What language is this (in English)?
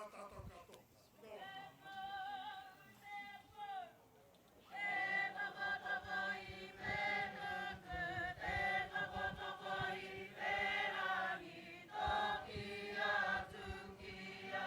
Māori